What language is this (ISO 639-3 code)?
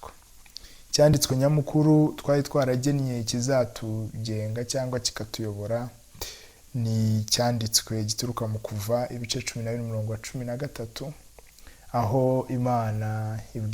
kin